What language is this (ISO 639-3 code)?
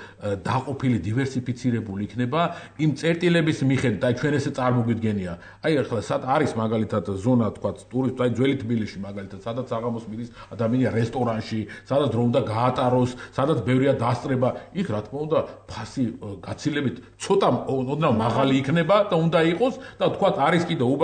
kat